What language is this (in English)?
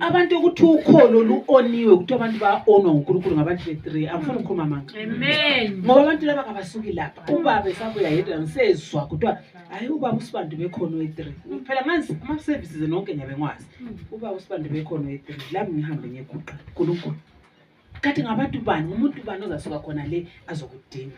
North Ndebele